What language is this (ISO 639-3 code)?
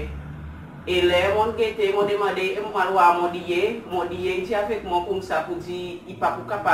crs